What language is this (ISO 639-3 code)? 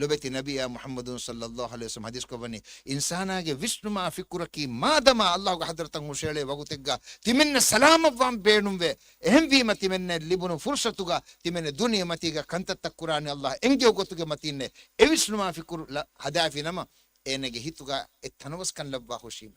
div